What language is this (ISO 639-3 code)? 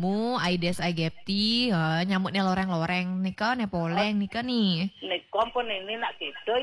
ban